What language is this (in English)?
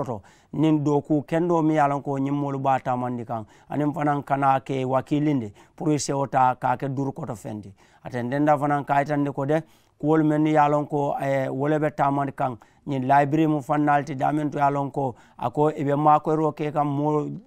Mandingo